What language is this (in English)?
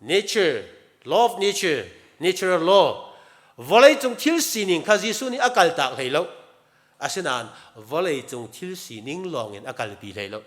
Hakha Chin